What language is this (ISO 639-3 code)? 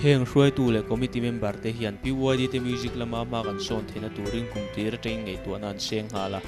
lus